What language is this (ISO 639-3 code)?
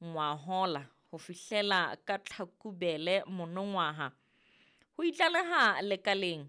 sot